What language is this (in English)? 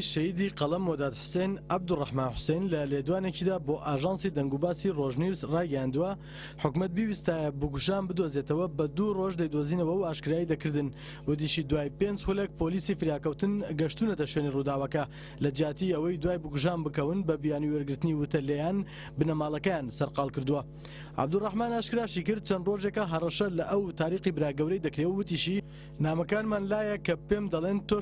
Central Kurdish